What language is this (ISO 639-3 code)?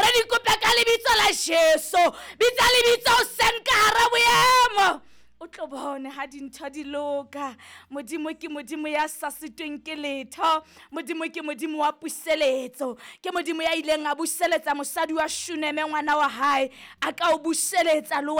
sot